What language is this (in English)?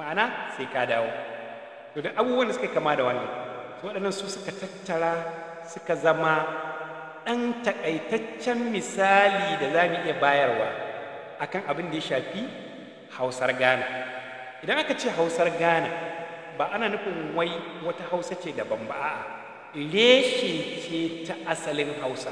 Hausa